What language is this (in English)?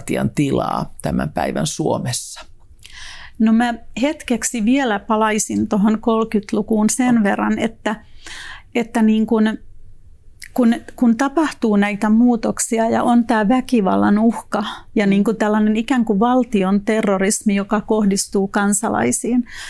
Finnish